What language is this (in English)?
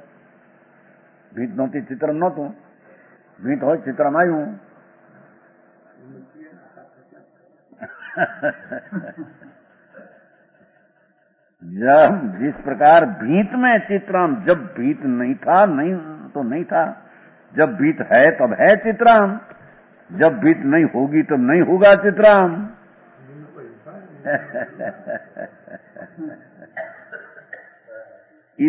Gujarati